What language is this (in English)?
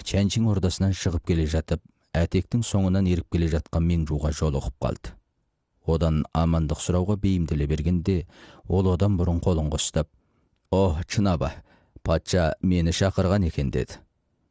Kazakh